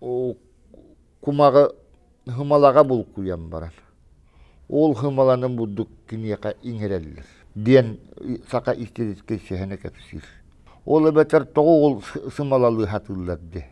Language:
Yakut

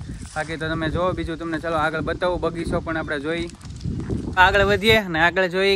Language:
Gujarati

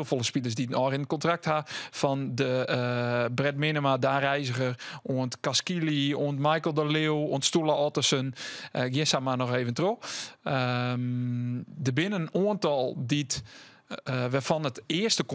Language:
Western Frisian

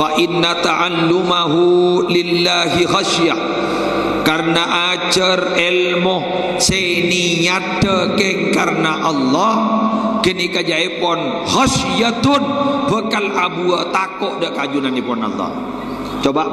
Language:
Madurese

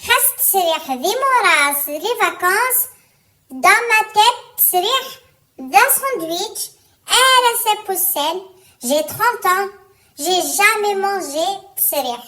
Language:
Kabyle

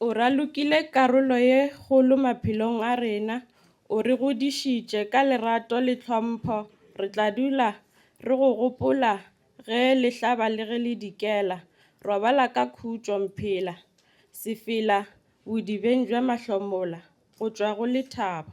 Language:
Northern Sotho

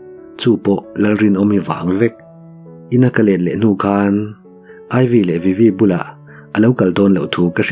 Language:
Mizo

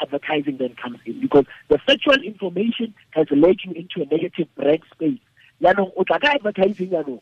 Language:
Tswana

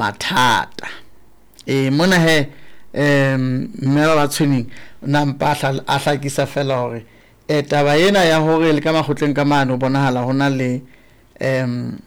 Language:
Southern Sotho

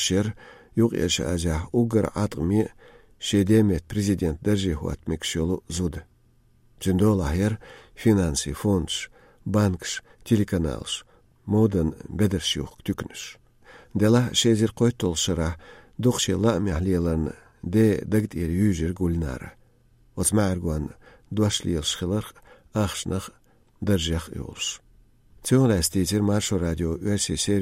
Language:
Chechen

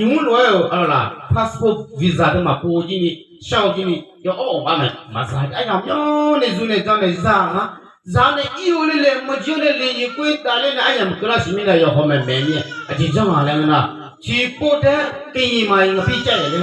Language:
Akha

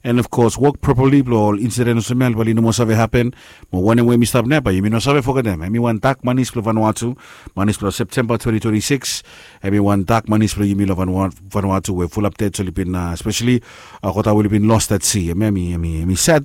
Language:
Bislama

